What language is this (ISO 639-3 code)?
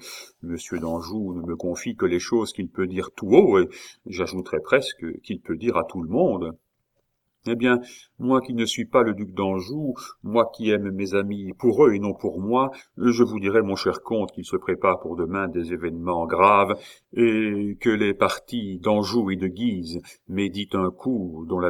fra